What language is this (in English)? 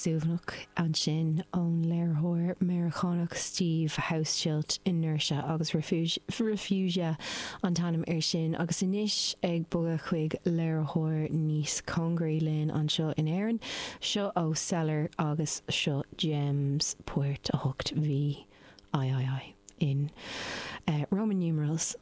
Irish